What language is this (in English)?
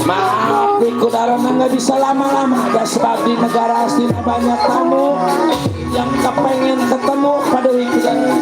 Betawi